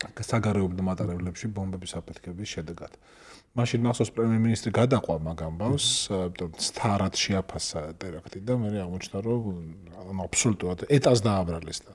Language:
Georgian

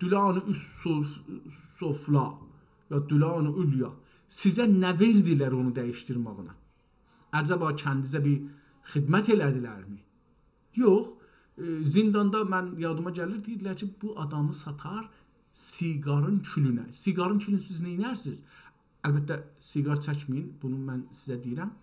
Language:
South Azerbaijani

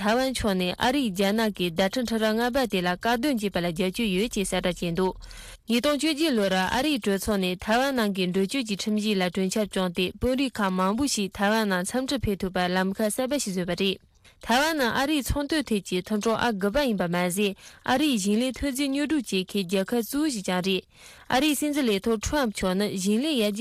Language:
Tibetan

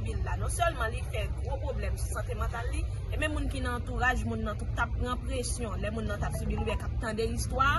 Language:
Haitian Creole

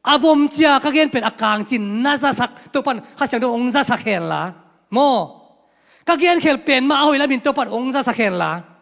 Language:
Tedim Chin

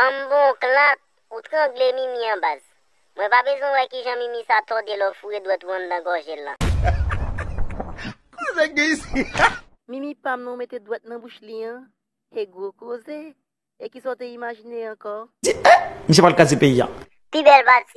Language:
Haitian Creole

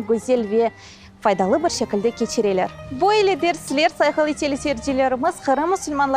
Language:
Crimean Tatar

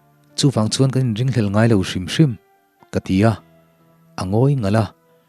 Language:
Mizo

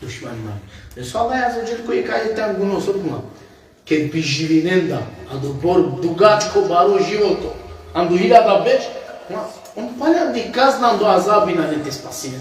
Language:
Balkan Romani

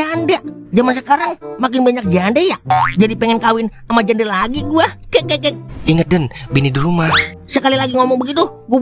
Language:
Betawi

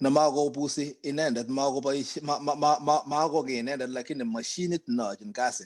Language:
Kalenjin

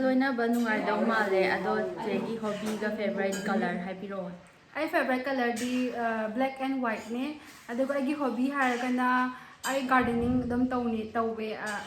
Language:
Manipuri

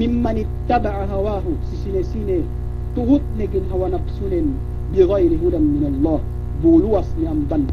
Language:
Yakan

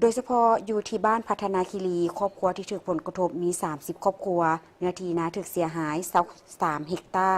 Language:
Lao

